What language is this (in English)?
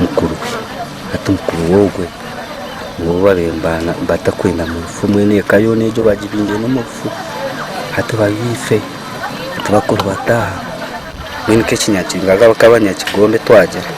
Nyankole